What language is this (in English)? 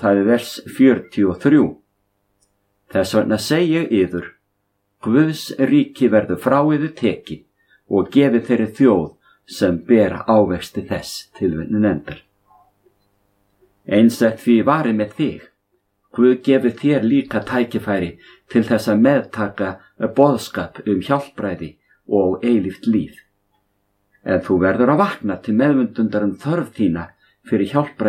Icelandic